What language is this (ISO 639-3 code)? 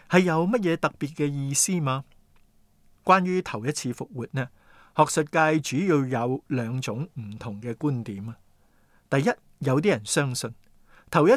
yue